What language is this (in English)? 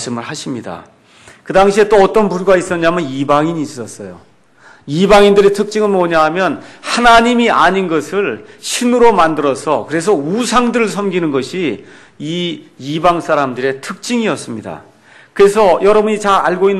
Korean